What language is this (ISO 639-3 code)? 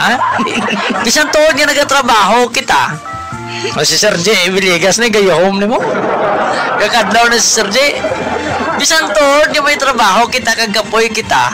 hil